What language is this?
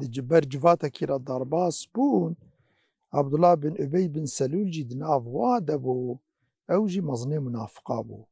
Kurdish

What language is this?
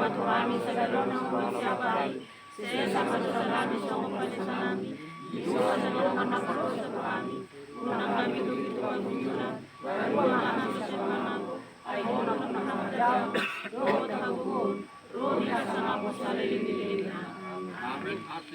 Batak Toba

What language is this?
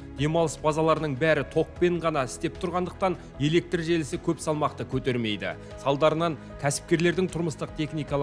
Kazakh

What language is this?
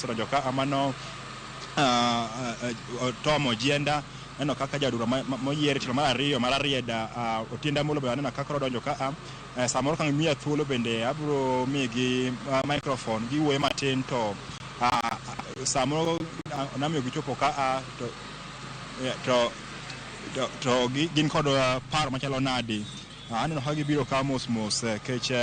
Luo (Kenya and Tanzania)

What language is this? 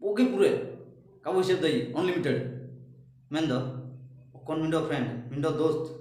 Ho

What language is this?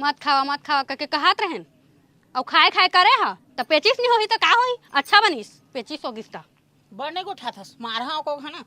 Chhattisgarhi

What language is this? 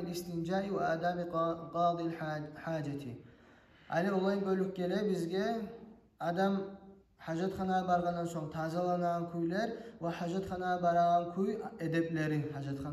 Kumyk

